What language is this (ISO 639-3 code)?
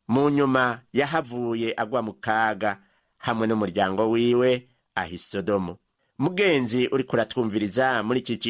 run